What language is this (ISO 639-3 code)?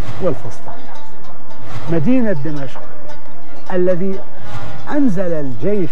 ara